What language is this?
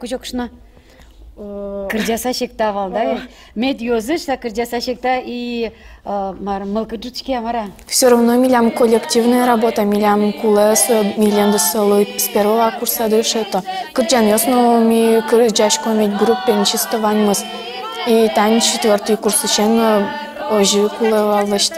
Udmurt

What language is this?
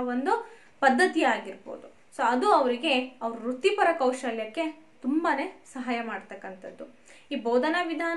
Kannada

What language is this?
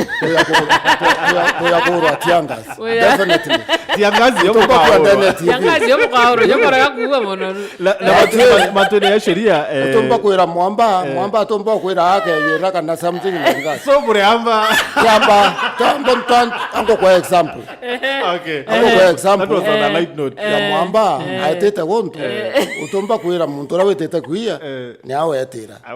Meru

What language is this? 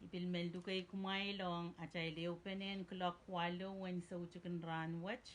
Pohnpeian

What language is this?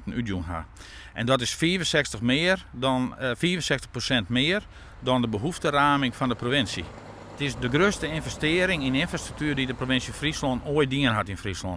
Western Frisian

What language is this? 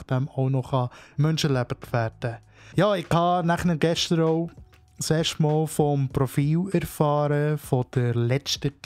Swiss German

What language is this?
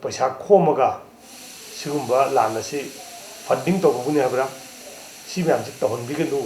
Manipuri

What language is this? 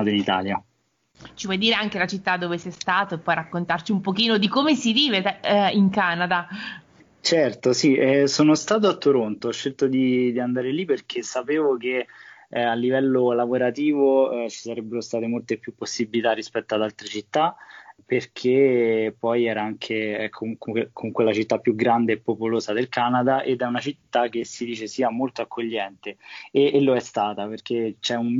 Italian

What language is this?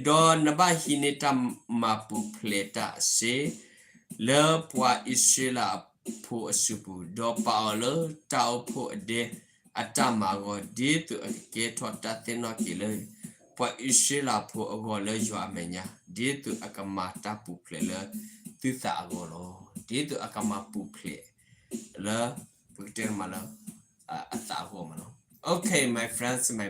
S'gaw Karen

